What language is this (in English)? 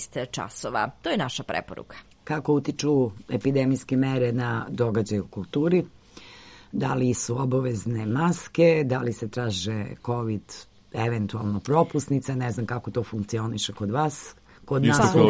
Serbian